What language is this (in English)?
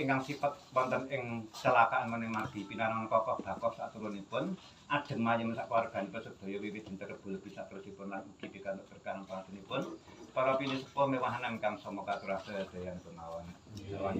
Javanese